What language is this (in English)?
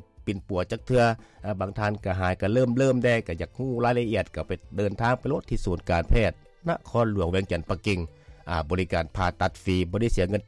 Lao